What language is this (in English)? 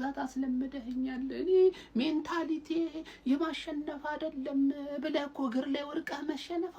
Amharic